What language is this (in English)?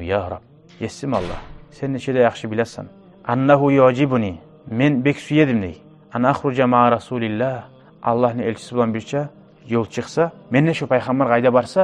Kumyk